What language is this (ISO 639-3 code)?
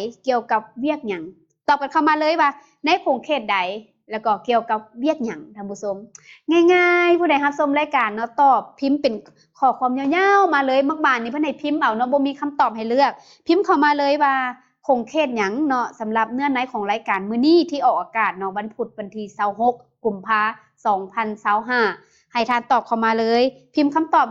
lao